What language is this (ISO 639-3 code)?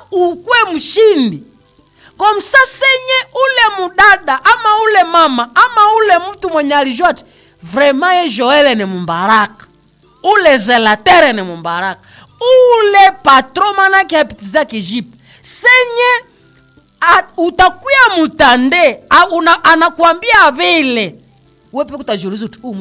swa